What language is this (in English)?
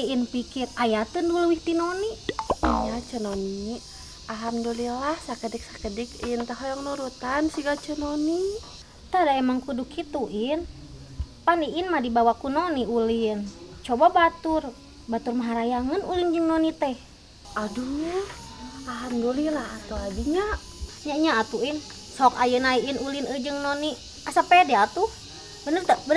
Sundanese